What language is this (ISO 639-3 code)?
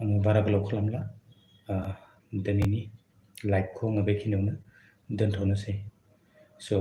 brx